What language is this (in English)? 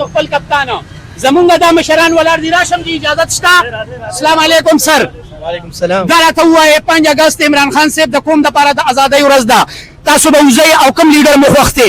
Pashto